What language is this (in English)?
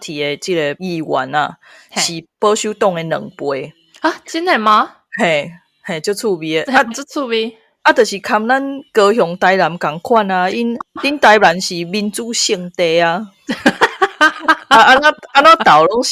Min Nan Chinese